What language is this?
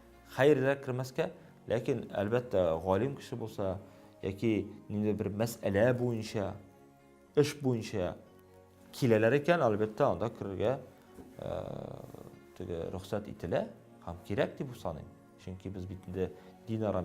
Tatar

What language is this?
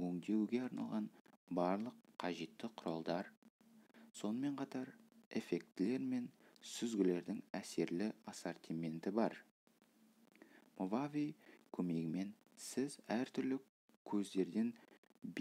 Kazakh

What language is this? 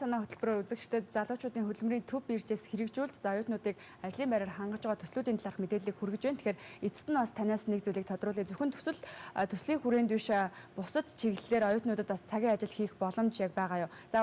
Mongolian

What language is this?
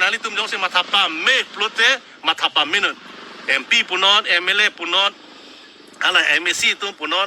Karbi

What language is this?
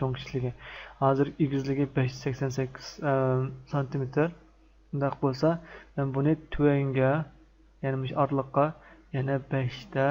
Uyghur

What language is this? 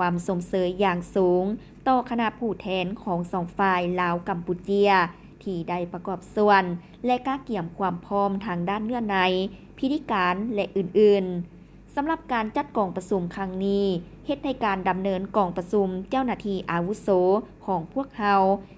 Lao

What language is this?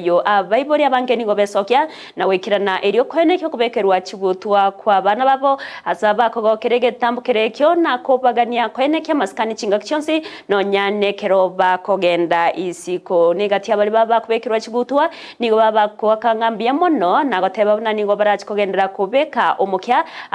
Gusii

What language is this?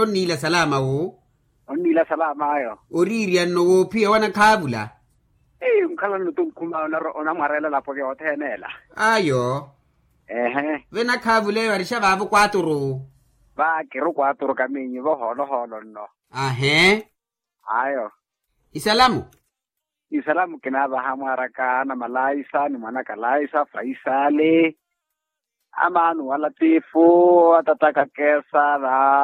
Makhuwa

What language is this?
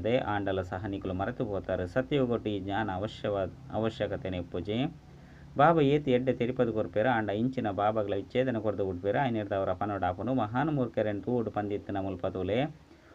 Tulu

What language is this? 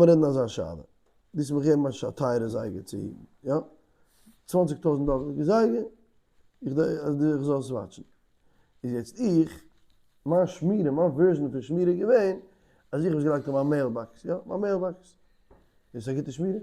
Yiddish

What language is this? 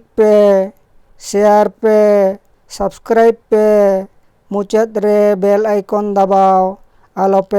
Santali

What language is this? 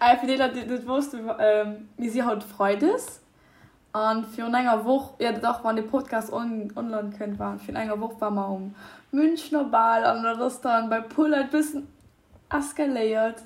Luxembourgish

